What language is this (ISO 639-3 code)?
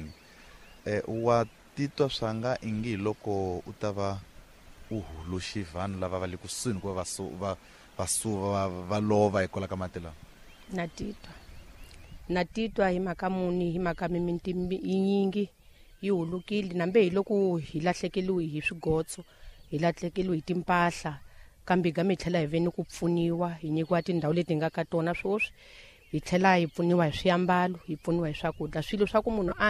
tso